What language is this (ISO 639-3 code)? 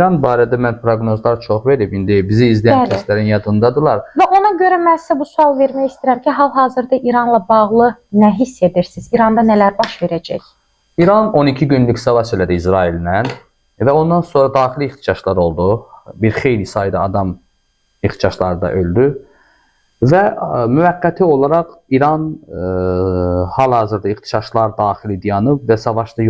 aze